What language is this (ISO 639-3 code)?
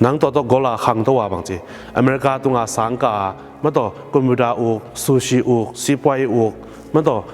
ctd